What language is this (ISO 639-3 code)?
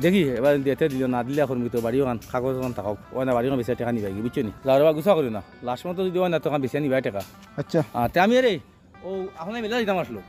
syl